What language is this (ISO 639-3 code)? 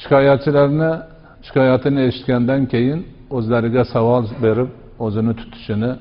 uzb